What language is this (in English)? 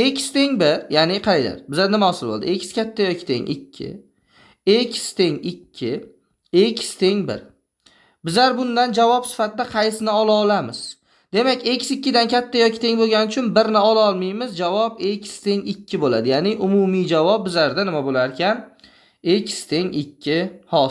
Uzbek